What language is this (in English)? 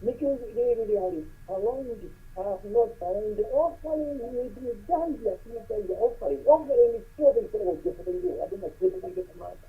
Kikuyu